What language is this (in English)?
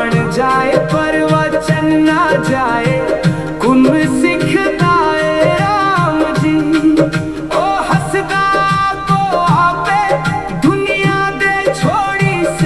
Dogri